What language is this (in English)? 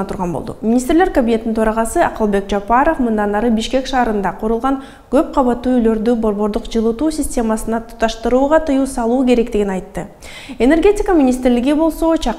Kyrgyz